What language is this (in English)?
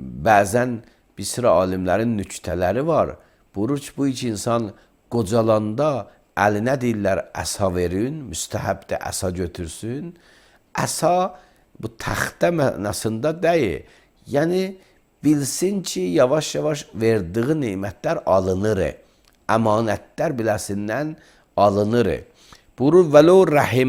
Azerbaijani